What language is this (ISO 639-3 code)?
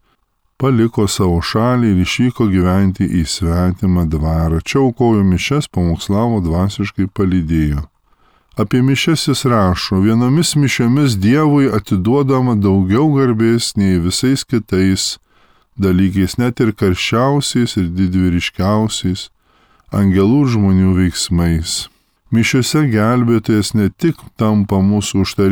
lit